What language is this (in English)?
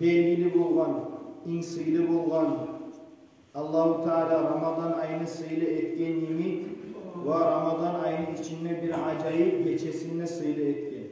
Kumyk